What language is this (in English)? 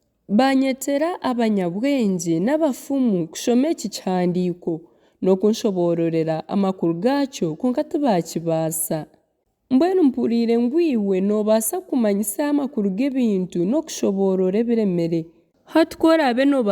Nyankole